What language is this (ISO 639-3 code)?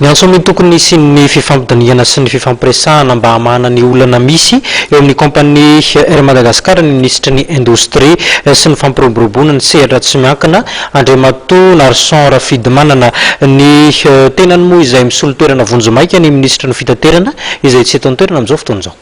mlg